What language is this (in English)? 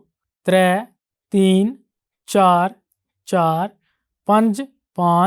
Dogri